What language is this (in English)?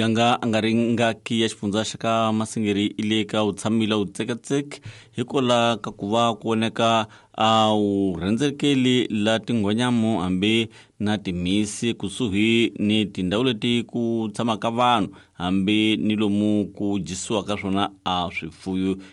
Tsonga